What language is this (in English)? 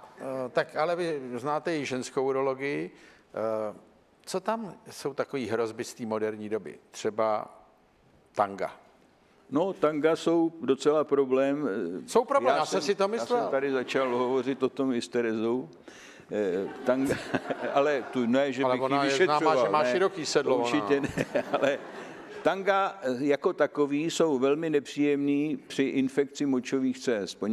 Czech